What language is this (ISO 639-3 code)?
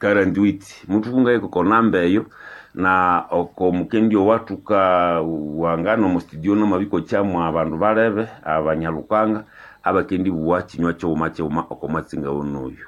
nnb